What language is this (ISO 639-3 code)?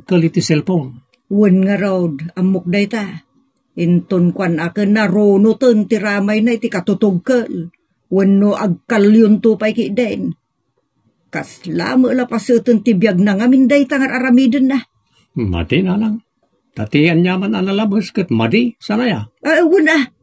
ilo